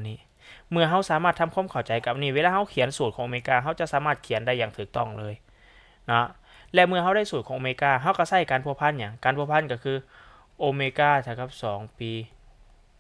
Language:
Lao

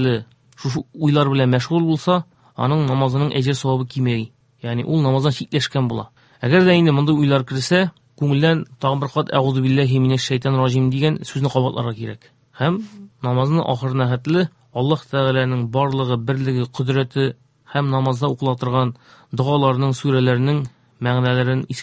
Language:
Tatar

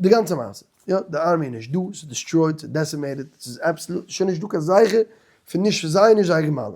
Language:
Yiddish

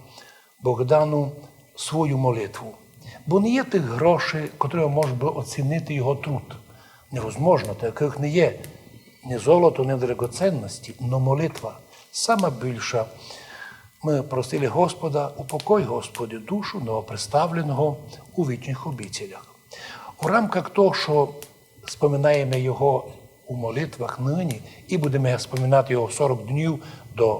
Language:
Rusyn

